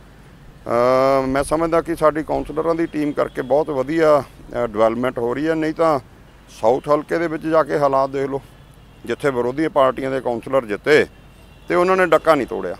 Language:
Punjabi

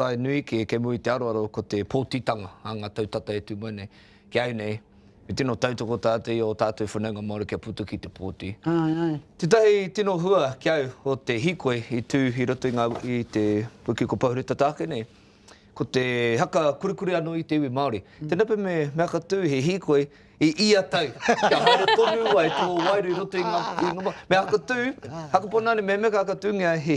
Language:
Māori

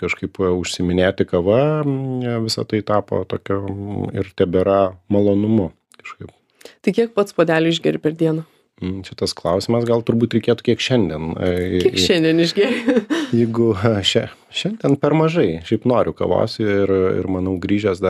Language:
Lithuanian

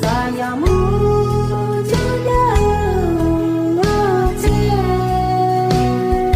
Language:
Akha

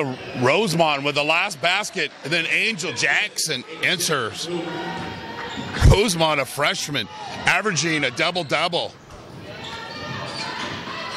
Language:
English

